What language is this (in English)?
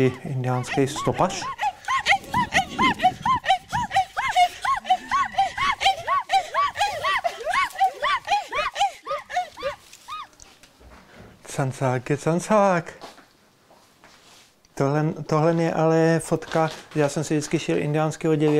Czech